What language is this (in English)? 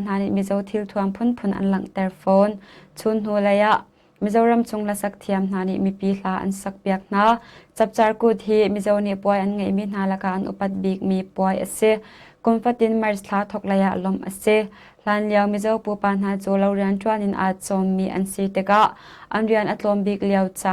Hakha Chin